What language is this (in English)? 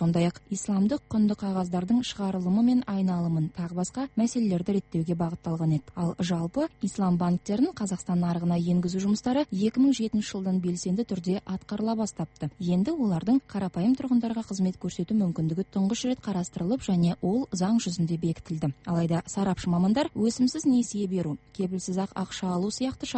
Kazakh